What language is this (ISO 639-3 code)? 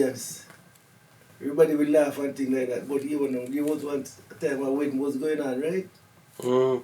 jam